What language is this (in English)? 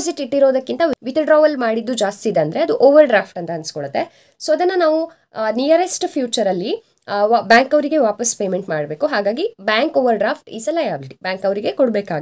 Kannada